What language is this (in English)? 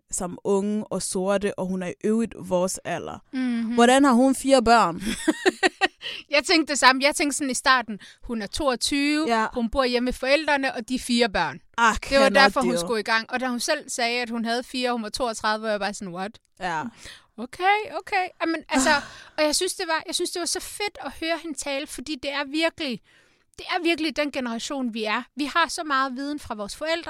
Danish